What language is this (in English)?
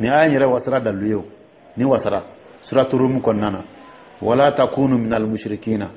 Dyula